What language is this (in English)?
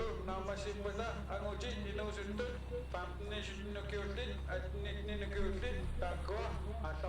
Kalaallisut